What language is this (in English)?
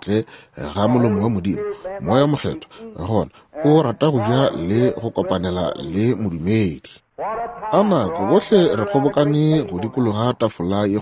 Northern Sotho